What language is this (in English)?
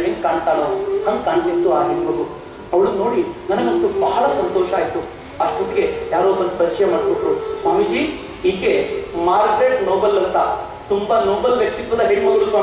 Kannada